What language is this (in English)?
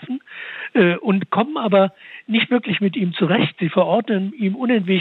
German